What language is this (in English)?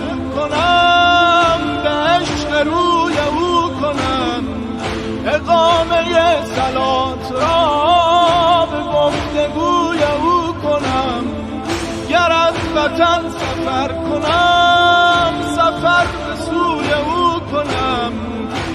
Persian